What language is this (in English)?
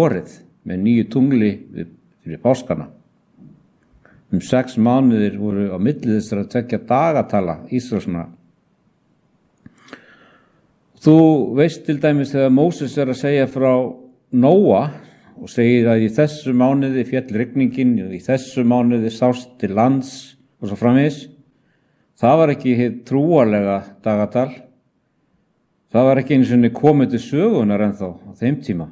Icelandic